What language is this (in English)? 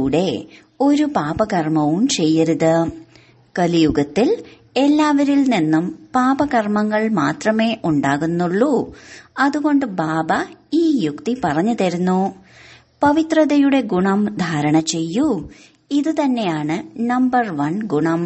Malayalam